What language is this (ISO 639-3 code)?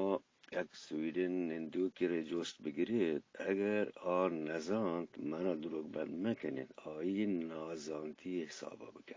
bgp